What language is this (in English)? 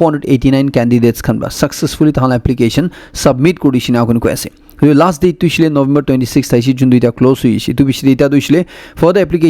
Naga Pidgin